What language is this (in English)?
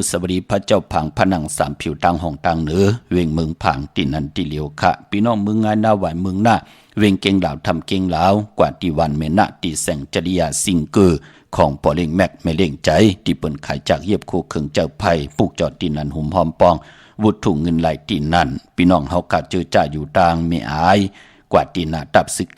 Shan